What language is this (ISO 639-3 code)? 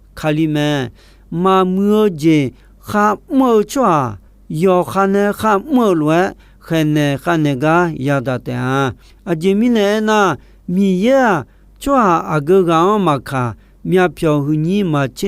ahk